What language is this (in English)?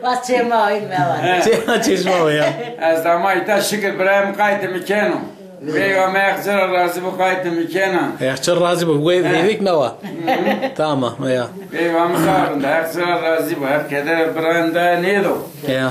Zaza